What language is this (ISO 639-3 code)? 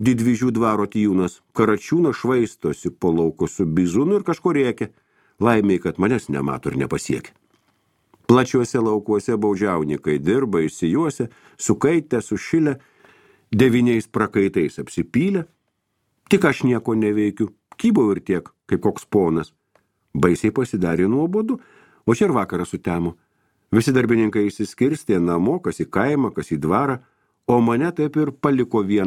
lit